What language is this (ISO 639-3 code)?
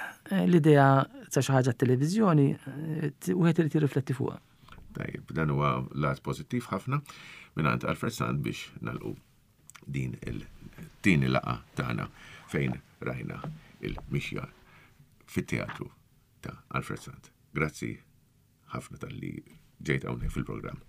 mlt